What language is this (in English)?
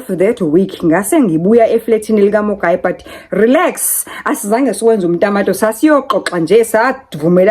Zulu